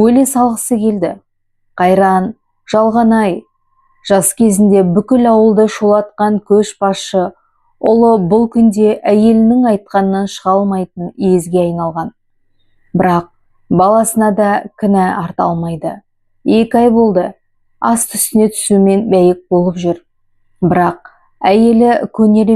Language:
Kazakh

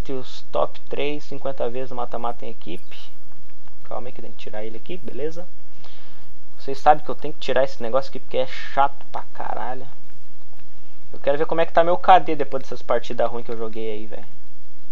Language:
Portuguese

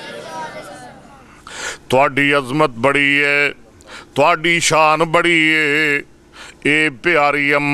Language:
Western Panjabi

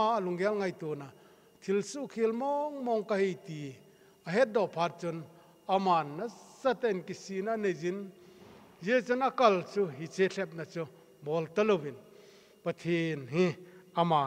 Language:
Thado Chin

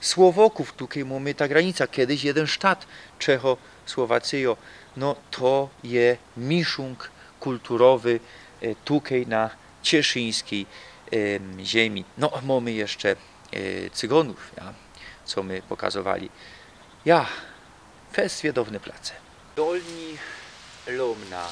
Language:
Silesian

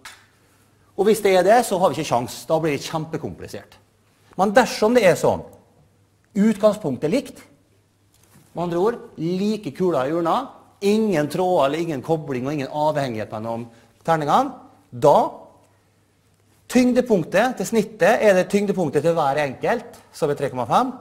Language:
Norwegian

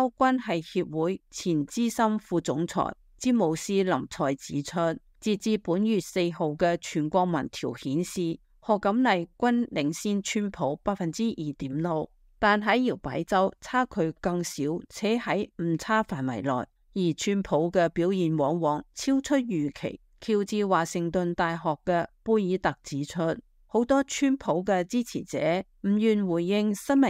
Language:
Cantonese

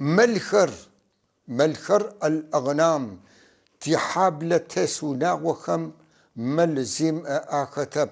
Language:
North Levantine Arabic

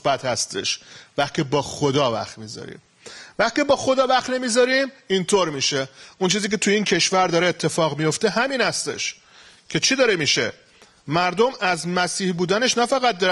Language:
Persian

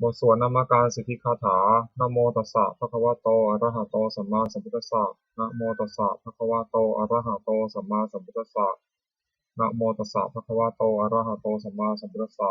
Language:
Pali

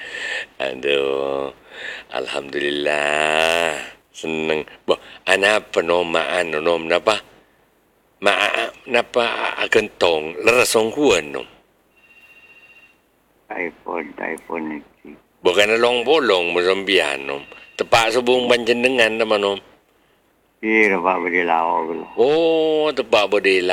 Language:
Madurese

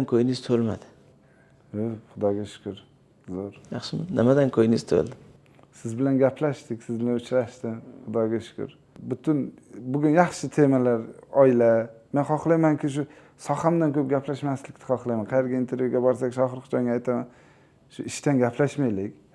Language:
Uzbek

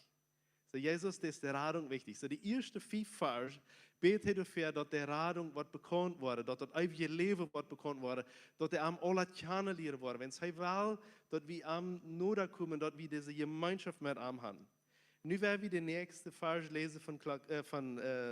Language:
Plautdietsch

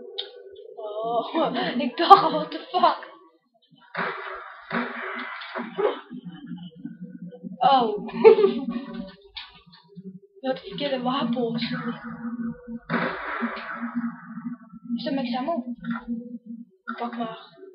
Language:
Dutch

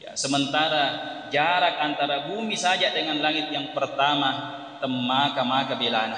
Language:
Buginese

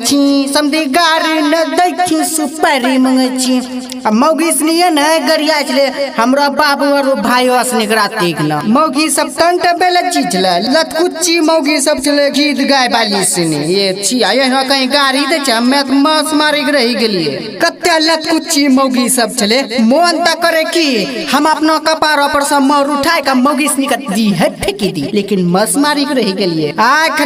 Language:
Maithili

